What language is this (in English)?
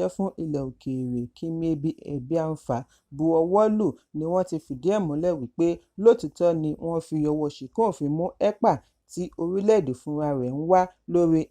Yoruba